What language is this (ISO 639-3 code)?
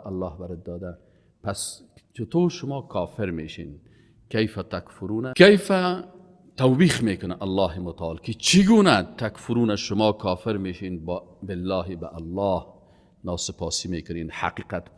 fas